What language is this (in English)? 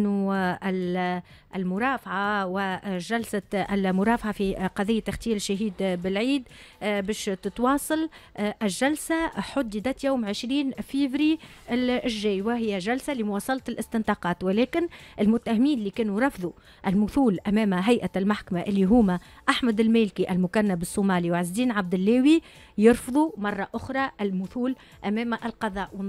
Tunisian Arabic